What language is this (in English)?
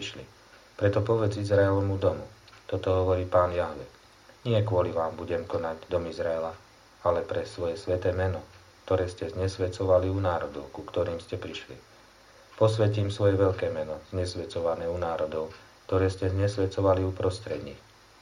Slovak